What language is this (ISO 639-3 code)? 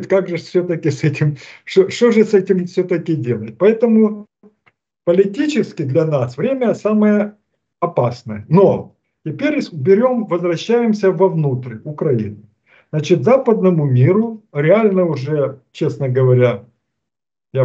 rus